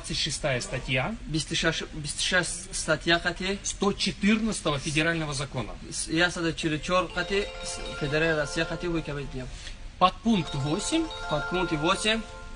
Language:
Tajik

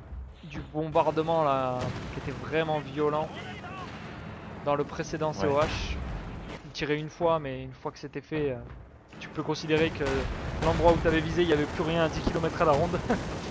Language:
French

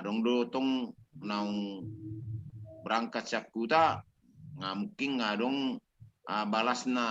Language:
Batak Toba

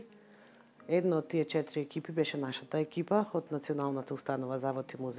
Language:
Macedonian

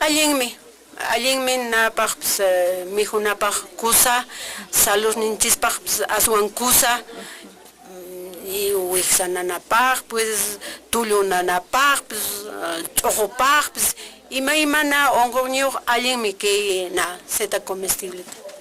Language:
Quechua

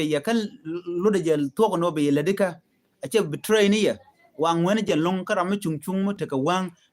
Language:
Nuer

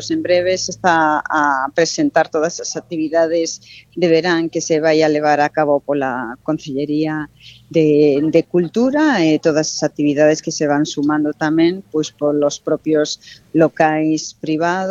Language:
Galician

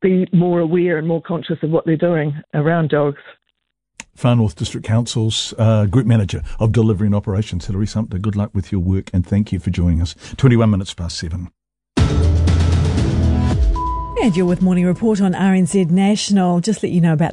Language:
English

